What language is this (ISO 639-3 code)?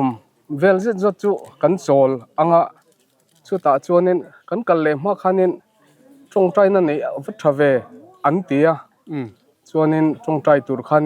lus